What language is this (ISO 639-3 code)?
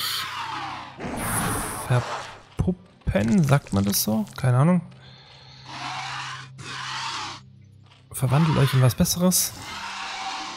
deu